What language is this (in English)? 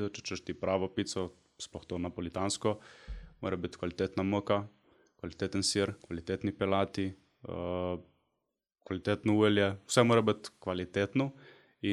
Slovenian